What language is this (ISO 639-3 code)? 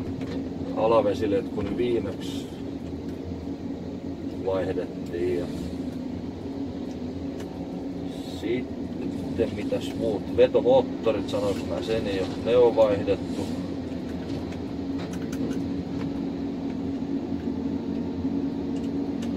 fin